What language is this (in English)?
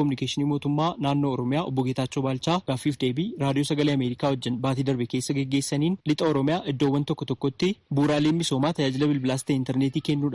Oromo